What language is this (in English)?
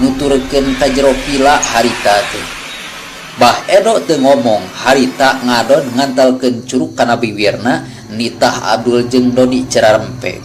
Sundanese